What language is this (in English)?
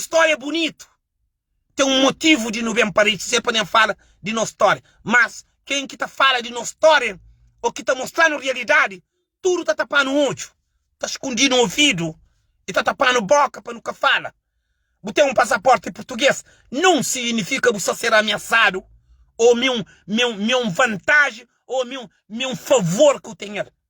Kabuverdianu